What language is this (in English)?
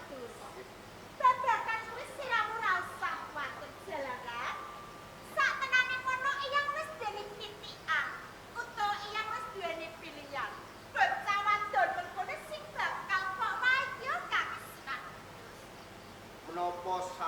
Javanese